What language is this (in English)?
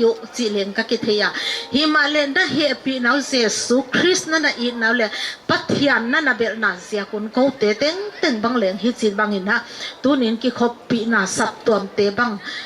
Paite Chin